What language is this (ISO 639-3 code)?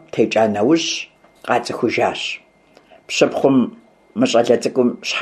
kbd